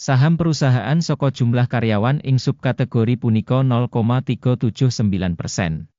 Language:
Javanese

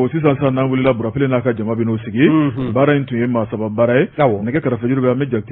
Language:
Bambara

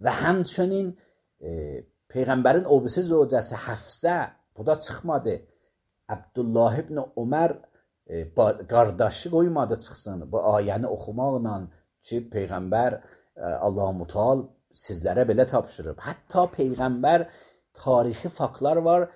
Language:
Azerbaijani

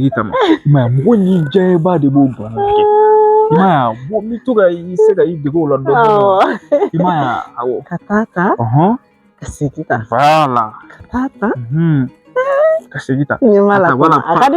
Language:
Bambara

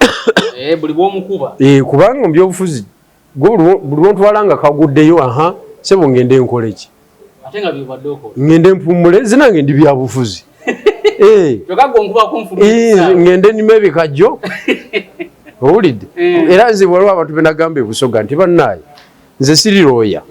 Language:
Ganda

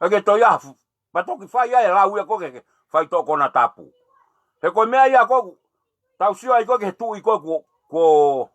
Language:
Tongan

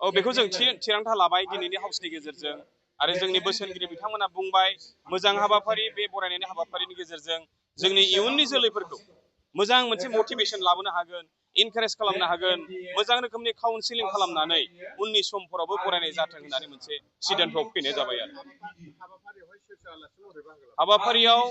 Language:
Bodo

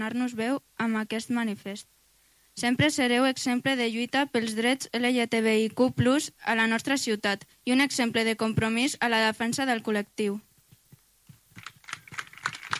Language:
Catalan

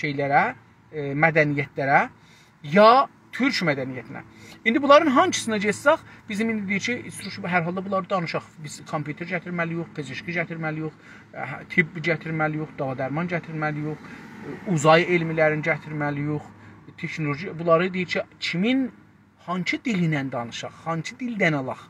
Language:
South Azerbaijani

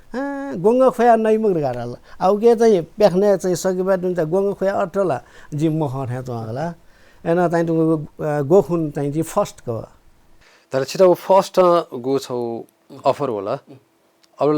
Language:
Newari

